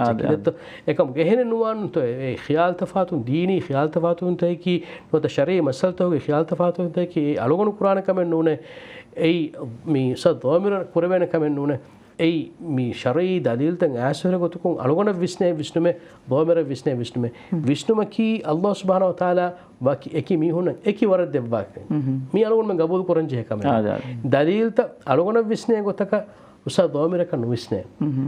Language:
Divehi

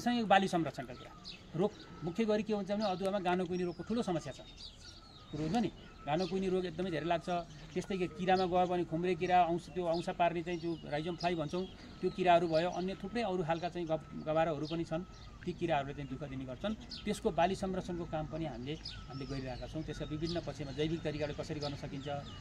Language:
Nepali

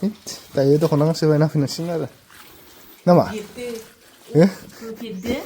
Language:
Bodo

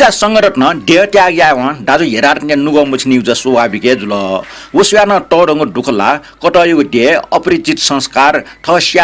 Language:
Newari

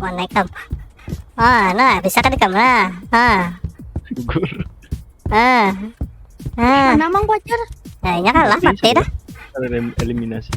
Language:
Banjar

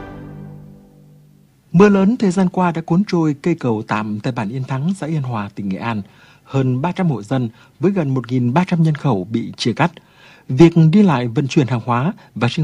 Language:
Vietnamese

